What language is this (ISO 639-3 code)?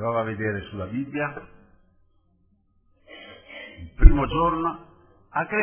ita